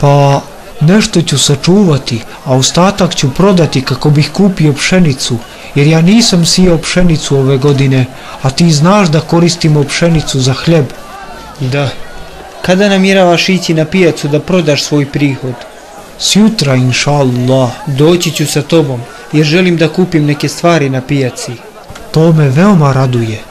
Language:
Bosnian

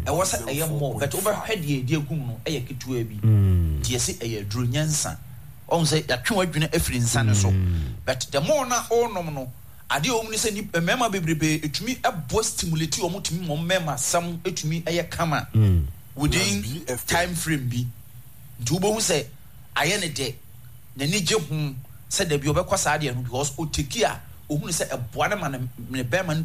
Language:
Akan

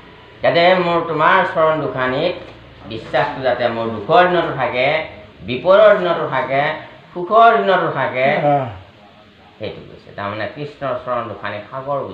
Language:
Assamese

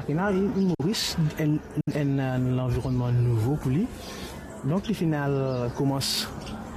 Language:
Morisyen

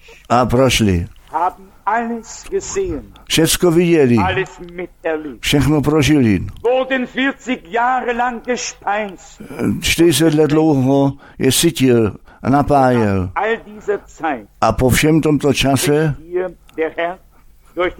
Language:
Czech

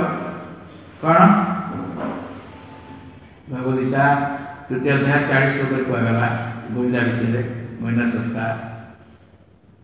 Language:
Odia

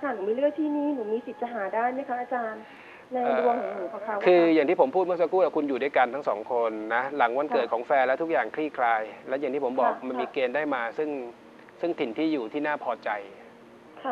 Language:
Thai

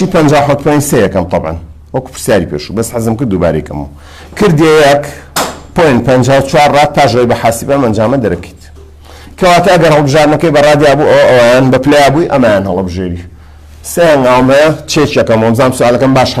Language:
Central Kurdish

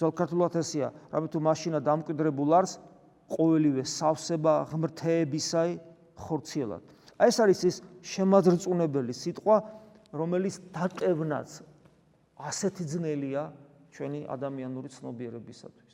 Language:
Georgian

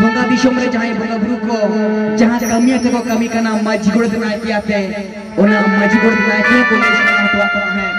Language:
Santali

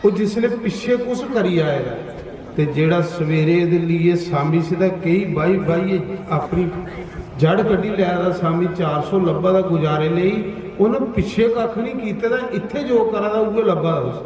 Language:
Dogri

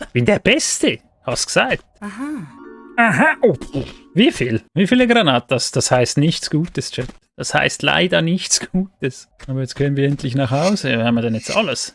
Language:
Swiss German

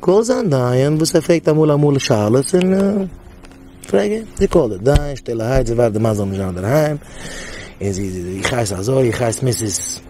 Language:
Yiddish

